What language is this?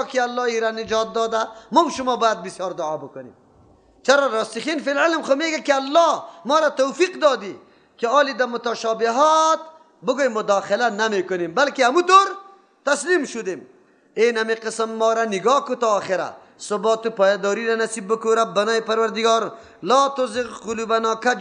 Persian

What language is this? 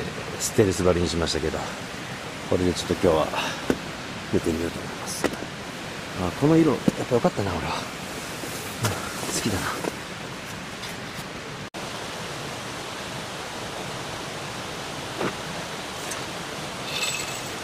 Japanese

